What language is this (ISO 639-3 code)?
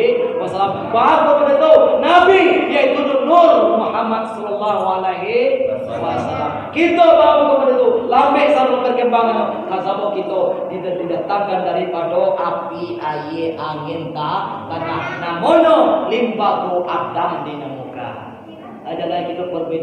min